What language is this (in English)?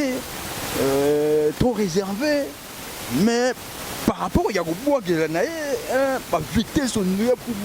Lingala